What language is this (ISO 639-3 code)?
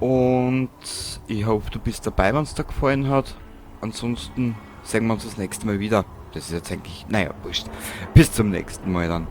bar